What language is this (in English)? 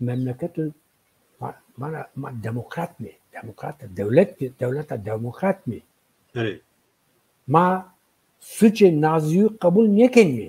Zaza